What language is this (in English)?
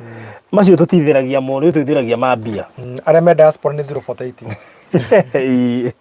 Kikuyu